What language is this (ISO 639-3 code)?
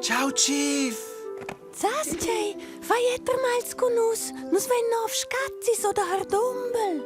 roh